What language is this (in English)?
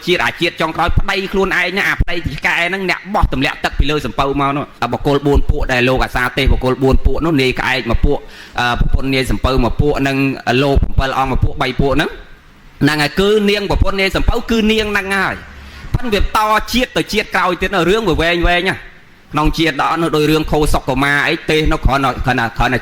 Khmer